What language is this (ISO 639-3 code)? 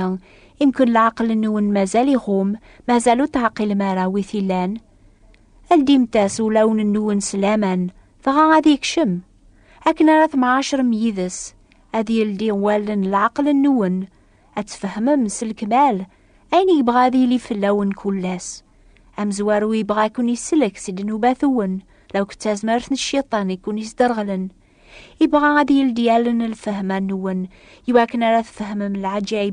kab